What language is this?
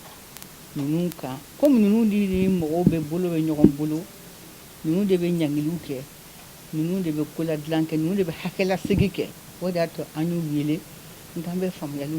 Bambara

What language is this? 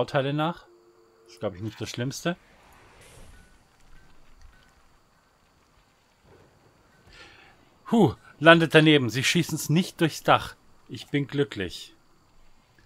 German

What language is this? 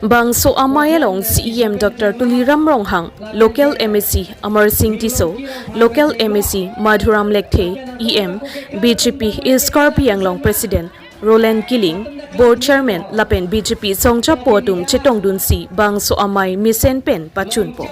Karbi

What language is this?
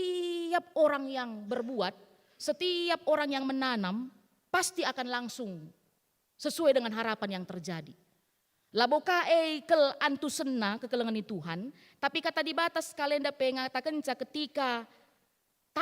Batak Karo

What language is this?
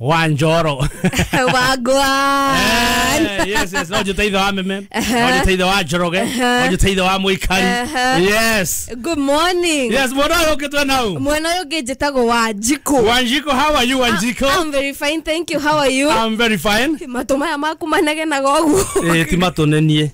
Kikuyu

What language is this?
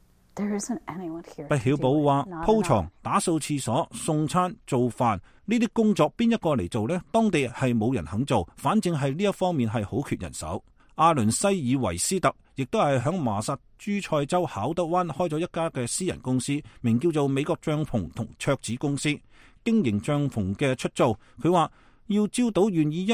Cantonese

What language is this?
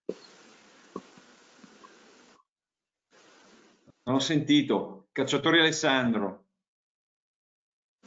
Italian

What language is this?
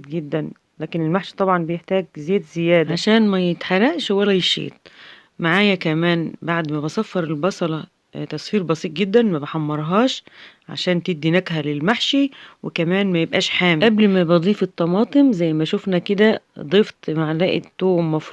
Egyptian Arabic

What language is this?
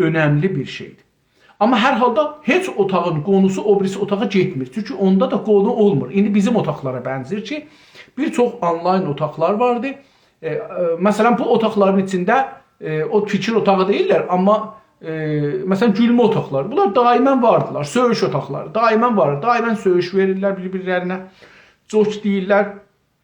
South Azerbaijani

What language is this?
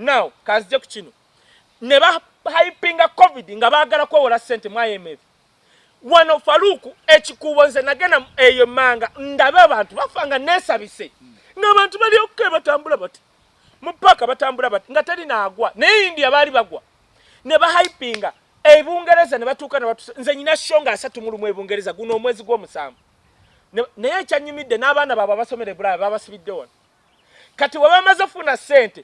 Ganda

